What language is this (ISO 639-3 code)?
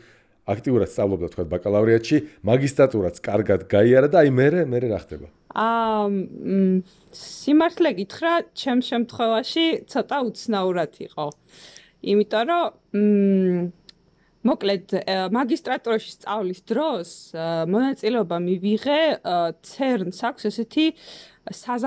kat